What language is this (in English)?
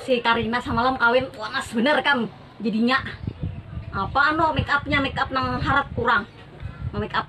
Banjar